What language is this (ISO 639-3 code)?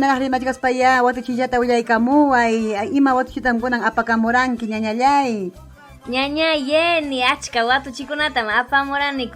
quy